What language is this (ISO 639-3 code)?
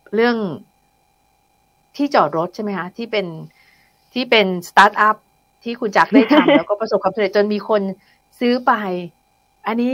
tha